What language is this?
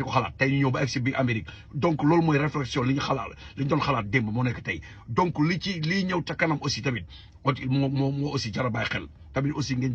Wolof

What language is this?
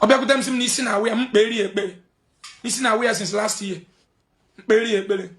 Igbo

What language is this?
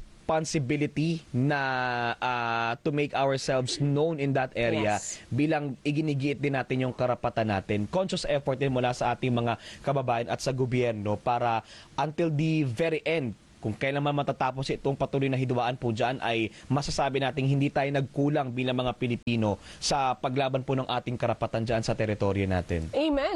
Filipino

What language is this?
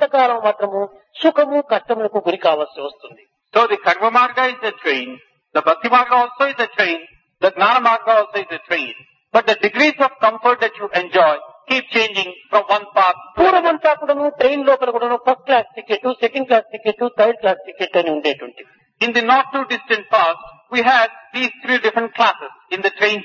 Telugu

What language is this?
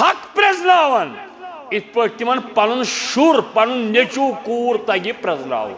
Kashmiri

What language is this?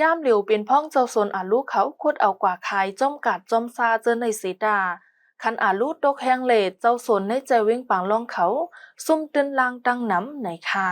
Shan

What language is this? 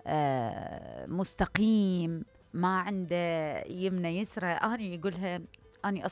Mesopotamian Arabic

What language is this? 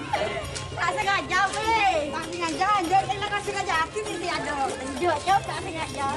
Madurese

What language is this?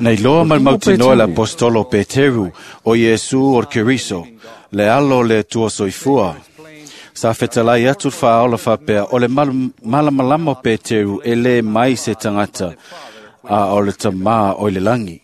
Samoan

